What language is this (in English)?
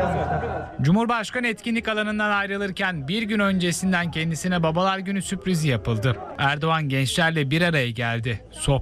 Turkish